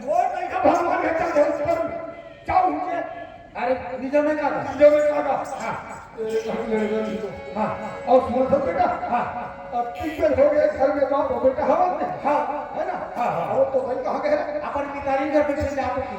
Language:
Chhattisgarhi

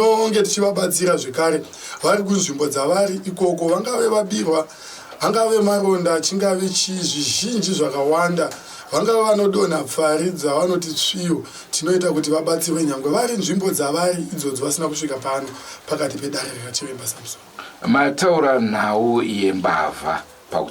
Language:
Shona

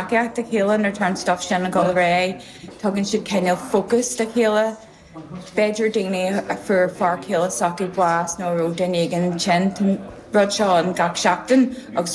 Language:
Irish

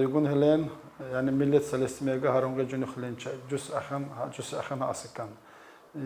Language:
Tsakhur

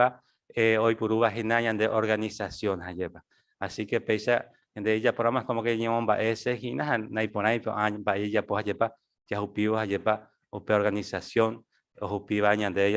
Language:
Guarani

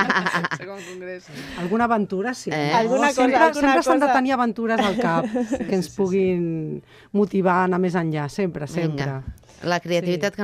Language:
Catalan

